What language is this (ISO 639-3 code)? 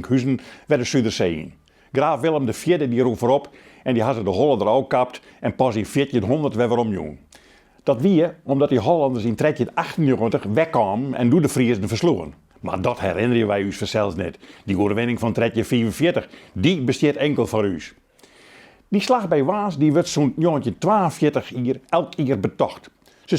fry